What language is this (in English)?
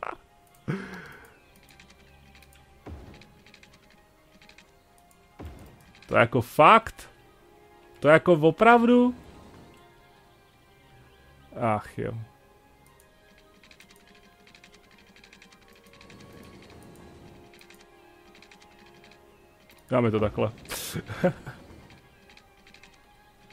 Czech